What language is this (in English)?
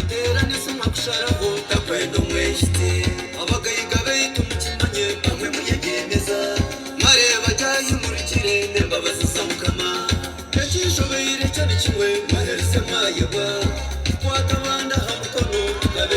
Nyankole